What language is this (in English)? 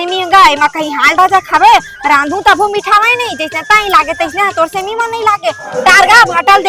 Chhattisgarhi